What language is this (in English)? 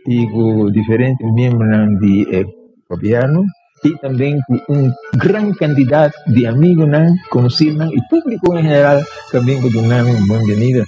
Papiamento